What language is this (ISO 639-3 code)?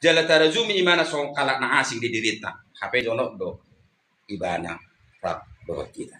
bbc